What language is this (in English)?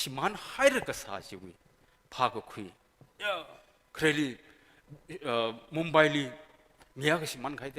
Tangkhul Naga (India)